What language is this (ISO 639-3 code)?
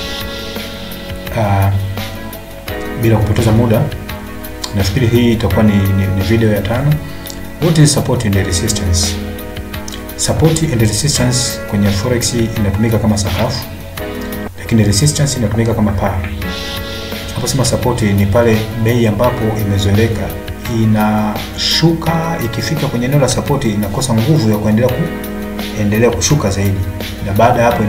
swa